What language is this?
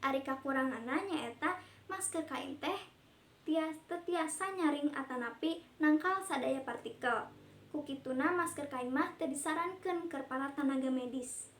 Sundanese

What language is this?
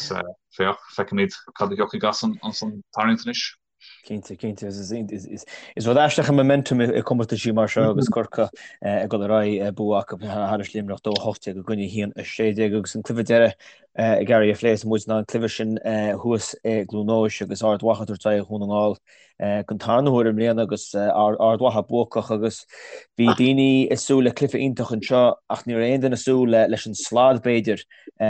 Irish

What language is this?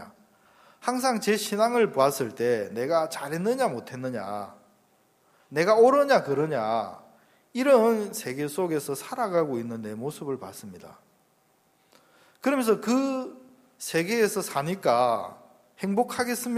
Korean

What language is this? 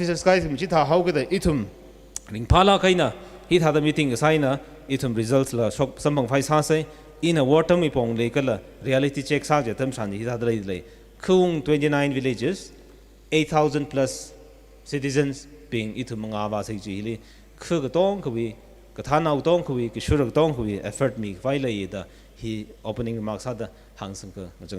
Tangkhul Naga (India)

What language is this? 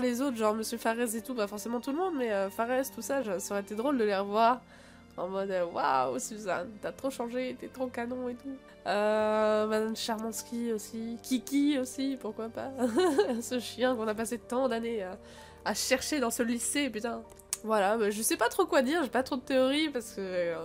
French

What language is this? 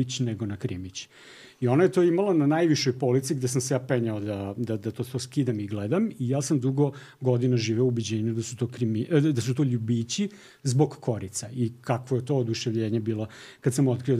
Serbian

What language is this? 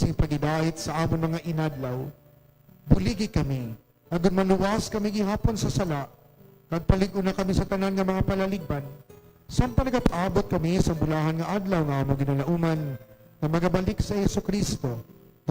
Hiligaynon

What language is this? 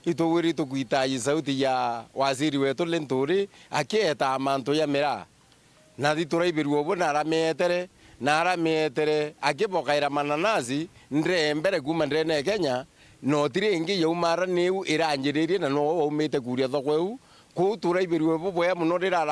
Meru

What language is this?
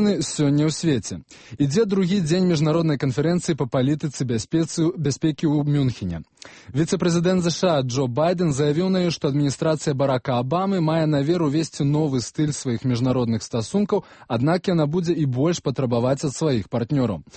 Belarusian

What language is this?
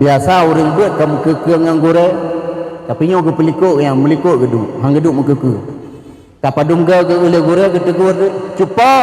Achinese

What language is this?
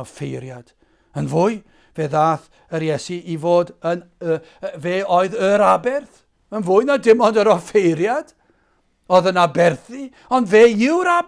Welsh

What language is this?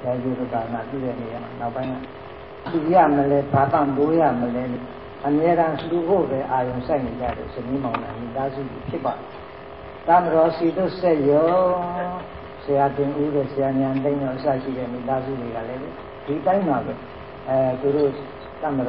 Burmese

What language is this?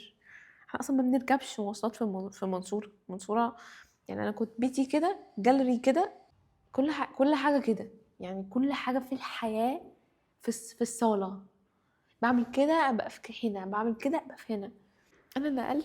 Egyptian Arabic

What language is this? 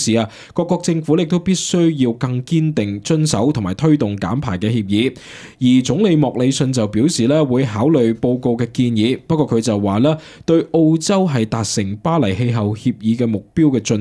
Cantonese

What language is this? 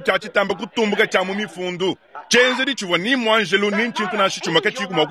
Luba-Lulua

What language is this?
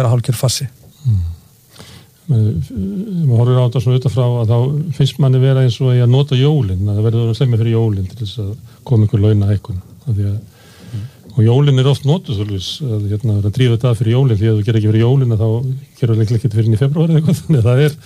Icelandic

